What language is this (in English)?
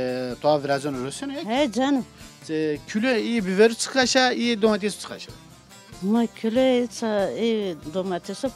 Zaza